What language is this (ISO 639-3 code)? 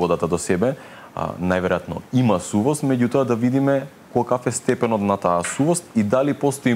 mkd